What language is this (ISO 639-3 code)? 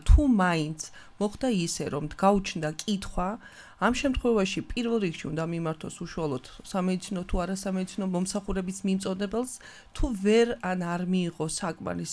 kat